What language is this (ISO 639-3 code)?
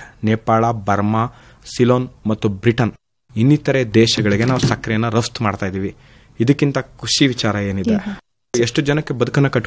kan